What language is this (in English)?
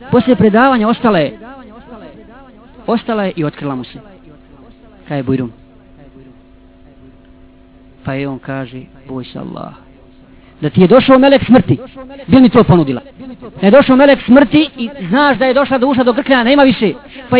Bosnian